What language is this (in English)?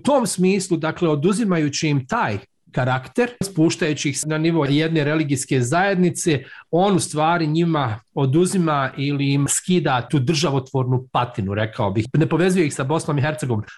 Bosnian